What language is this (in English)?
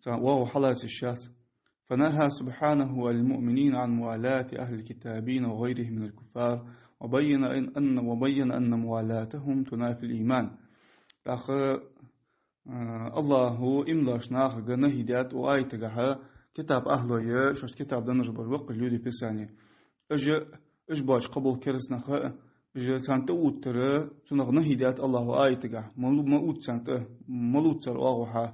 Ingush